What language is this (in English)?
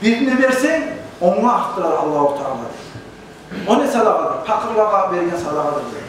Kumyk